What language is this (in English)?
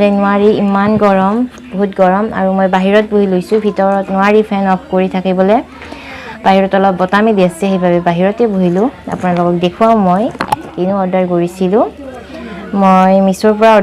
Assamese